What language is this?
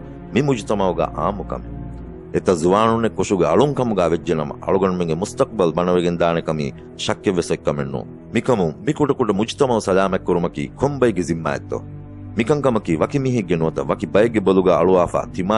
Divehi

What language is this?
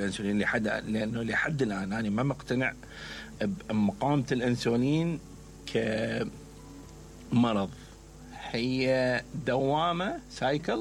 Mesopotamian Arabic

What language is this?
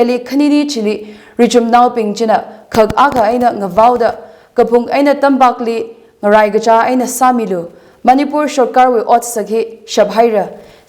Tangkhul Naga (India)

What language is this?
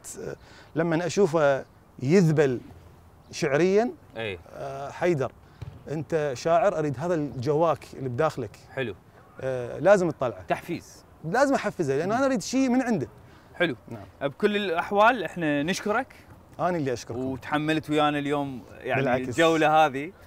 Mesopotamian Arabic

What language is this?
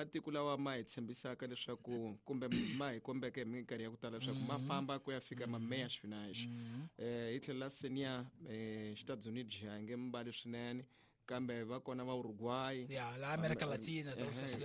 Tsonga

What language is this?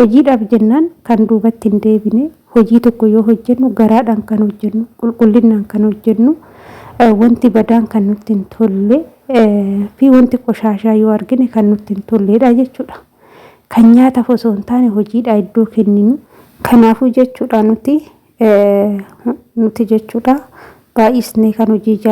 Oromo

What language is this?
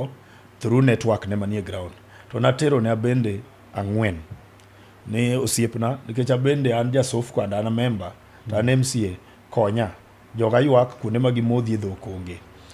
Luo (Kenya and Tanzania)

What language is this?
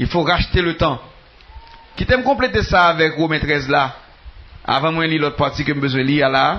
Haitian Creole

